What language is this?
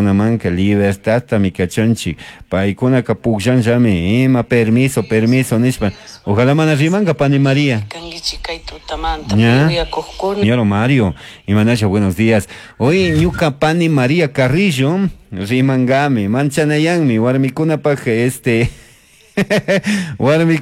Chimborazo Highland Quichua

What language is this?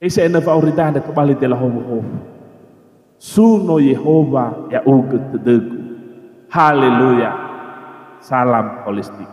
Nias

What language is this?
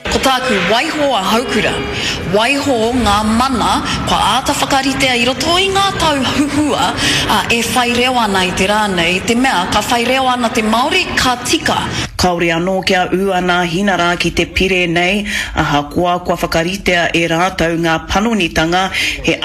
Māori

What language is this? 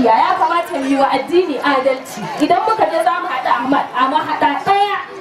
Hausa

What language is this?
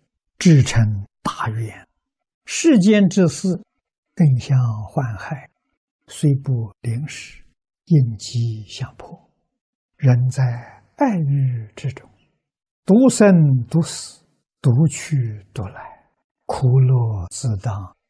Chinese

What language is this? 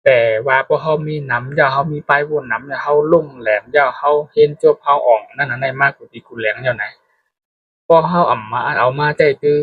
Shan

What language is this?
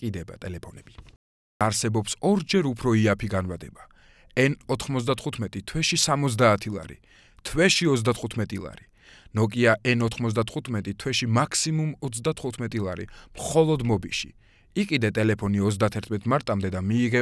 Georgian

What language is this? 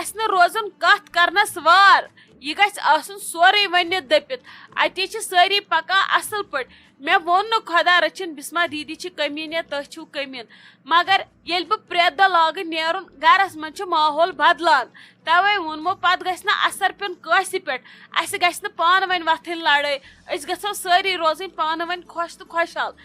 Kashmiri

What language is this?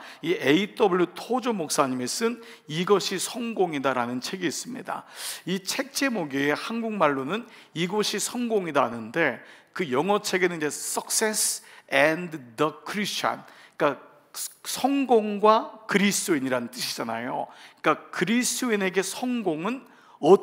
Korean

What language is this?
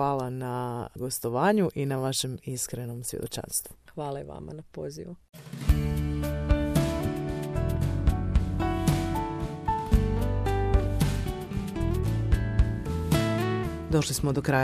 Croatian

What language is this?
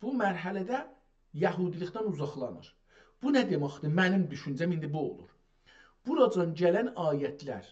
South Azerbaijani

